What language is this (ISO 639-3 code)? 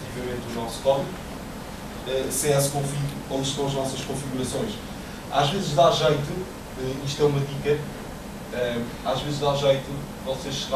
por